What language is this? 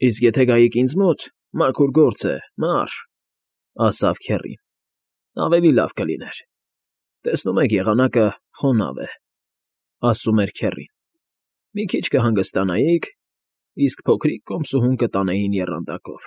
Armenian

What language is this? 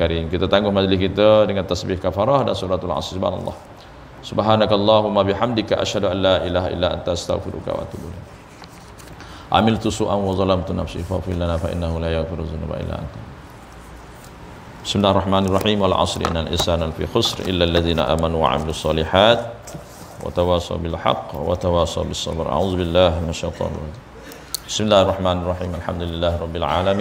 Malay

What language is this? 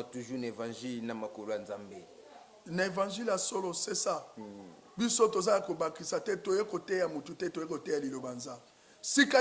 Lingala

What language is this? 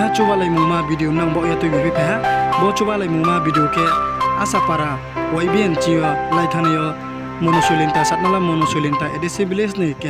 Riang (India)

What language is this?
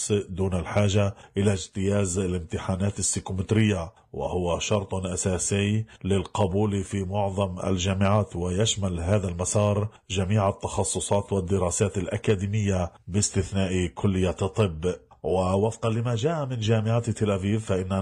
Arabic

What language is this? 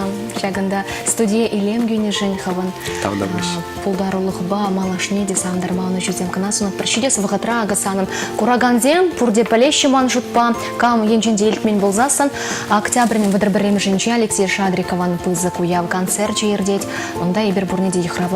Chuvash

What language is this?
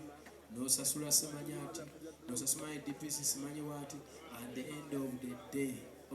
Ganda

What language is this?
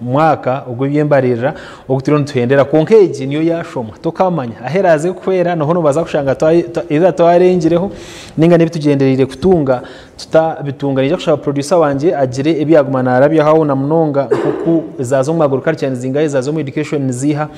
Nyankole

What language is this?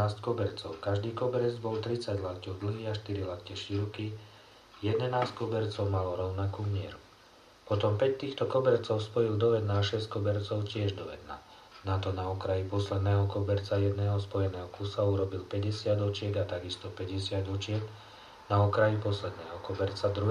Slovak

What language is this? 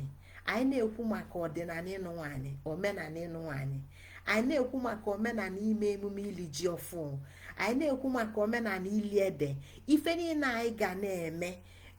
Igbo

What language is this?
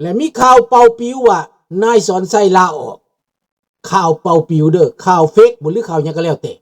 Lao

